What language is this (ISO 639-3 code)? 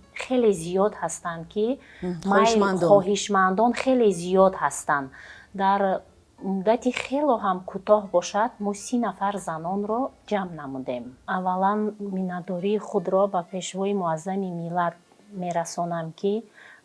tgk